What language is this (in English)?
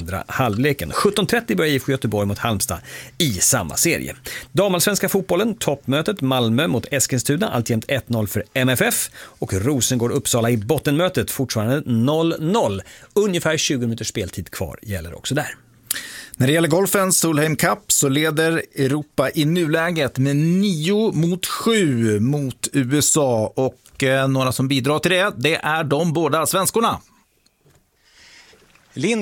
Swedish